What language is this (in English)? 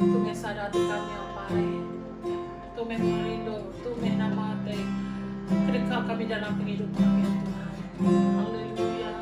Iban